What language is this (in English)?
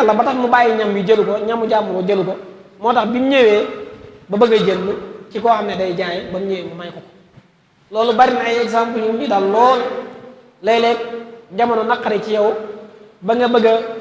Wolof